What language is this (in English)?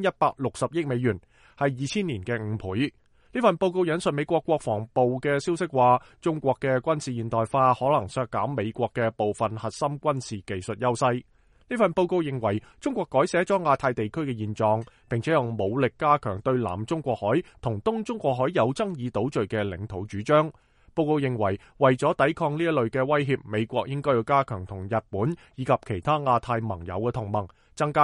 Cantonese